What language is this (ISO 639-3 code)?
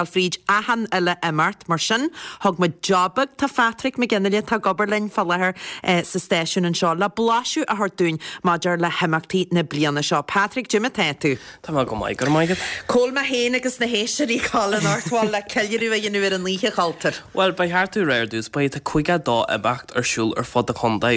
gle